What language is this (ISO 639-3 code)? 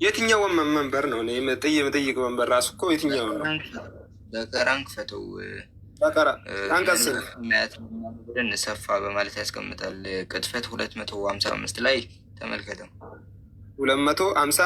amh